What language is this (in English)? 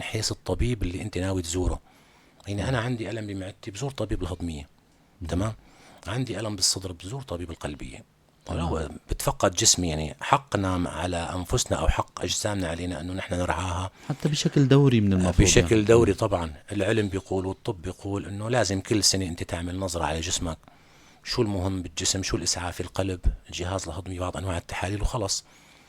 North Levantine Arabic